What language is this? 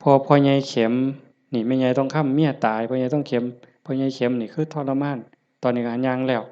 Northeastern Thai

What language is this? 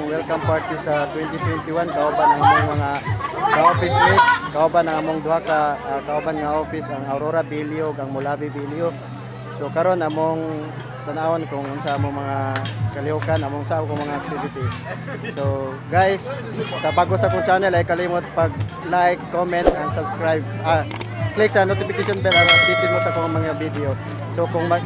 Cebuano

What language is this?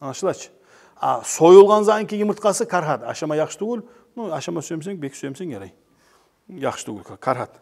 Kumyk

